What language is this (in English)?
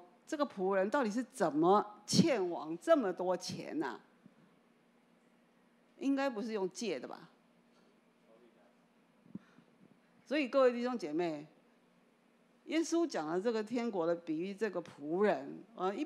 Chinese